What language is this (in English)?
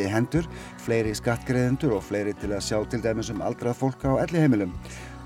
Icelandic